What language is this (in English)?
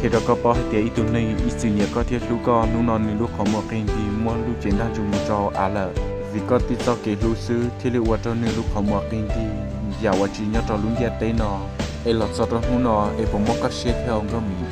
Hmong